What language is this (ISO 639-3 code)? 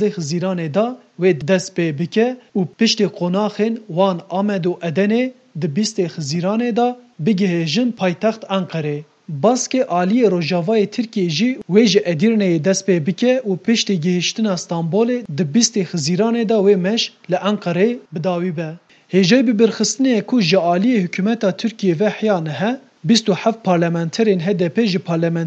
kur